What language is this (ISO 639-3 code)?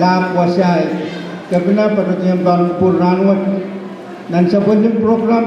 pon